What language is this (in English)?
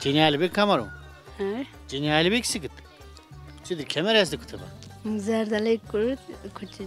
Zaza